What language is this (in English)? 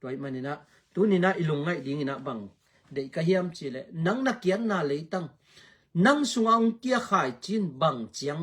Tedim Chin